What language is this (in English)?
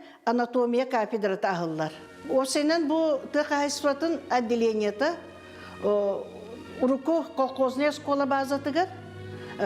Yakut